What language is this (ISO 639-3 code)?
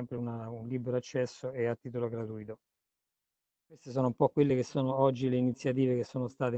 ita